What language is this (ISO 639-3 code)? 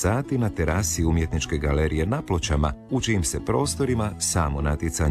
hrv